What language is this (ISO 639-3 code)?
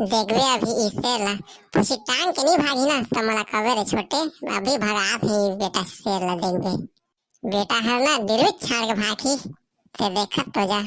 hne